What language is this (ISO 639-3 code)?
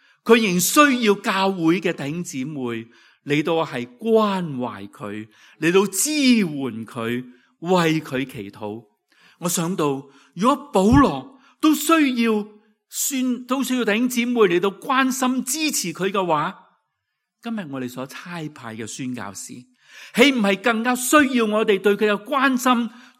yue